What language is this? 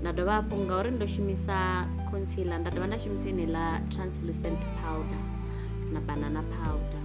Venda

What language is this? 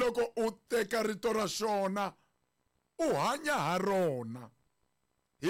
Tsonga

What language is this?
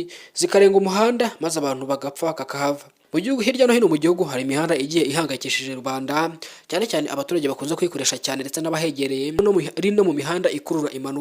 Kinyarwanda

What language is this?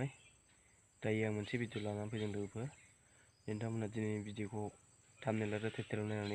Bodo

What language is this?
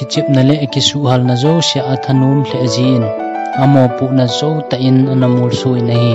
Thado Chin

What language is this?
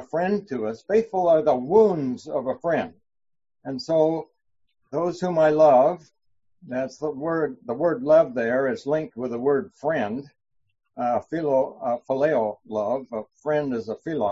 English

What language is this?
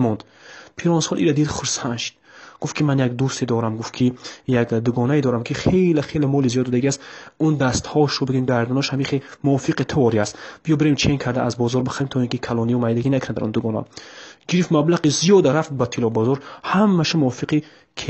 Tajik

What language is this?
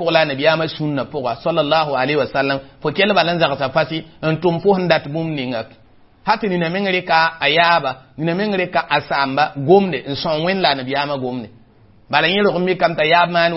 Mossi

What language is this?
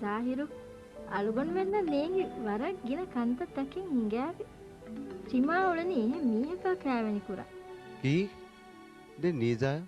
Divehi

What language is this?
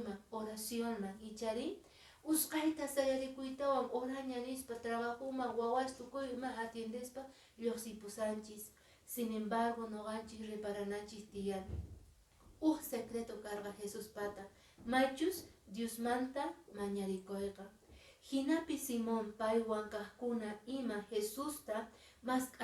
Quechua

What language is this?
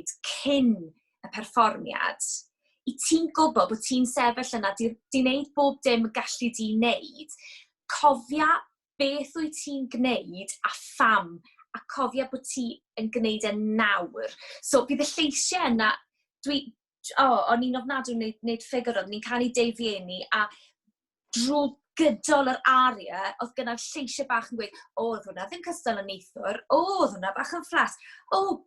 Welsh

